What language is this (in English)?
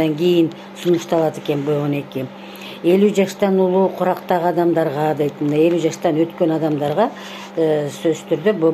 Kyrgyz